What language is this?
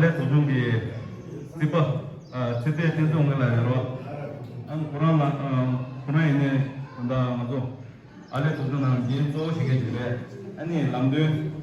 Tibetan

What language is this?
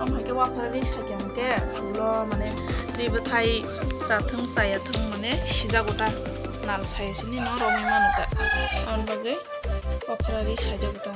Kok Borok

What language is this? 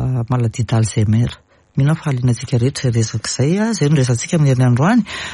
Malagasy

